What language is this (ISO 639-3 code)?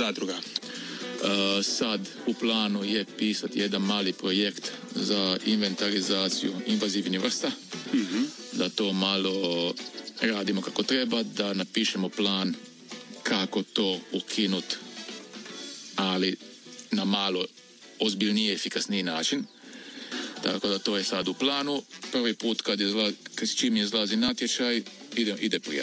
hrv